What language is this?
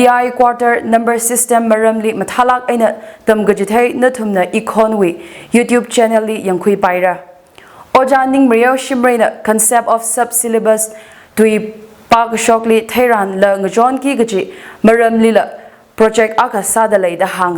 Tangkhul Naga (India)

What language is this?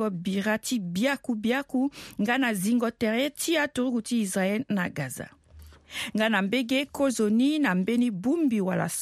Sango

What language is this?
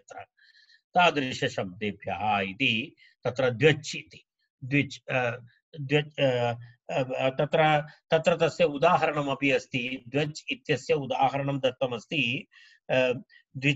Sanskrit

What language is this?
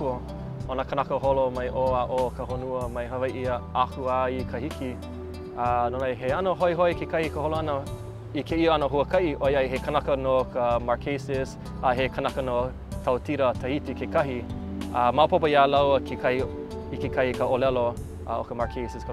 Hawaiian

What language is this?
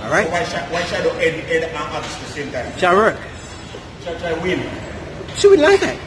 Jamaican Creole English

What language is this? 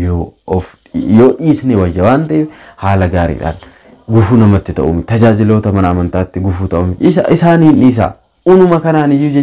Oromo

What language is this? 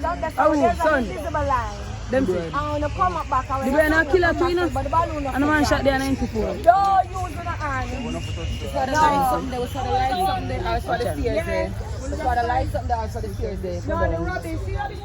Jamaican Creole English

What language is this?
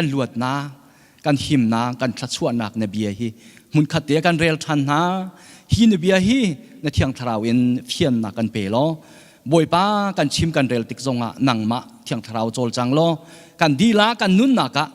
Hakha Chin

